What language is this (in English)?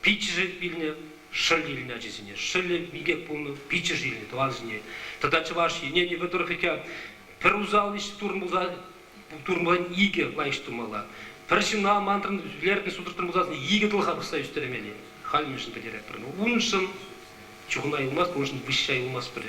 Chuvash